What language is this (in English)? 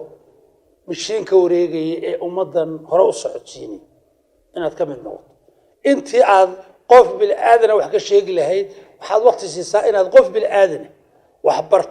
Somali